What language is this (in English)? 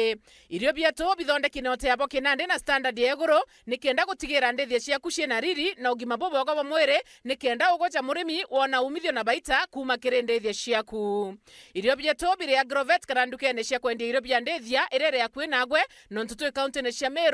Meru